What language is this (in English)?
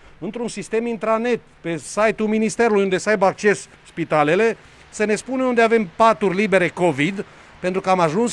Romanian